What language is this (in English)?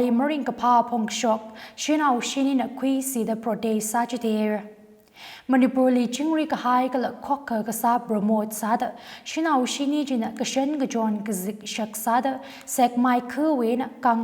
Tangkhul Naga (India)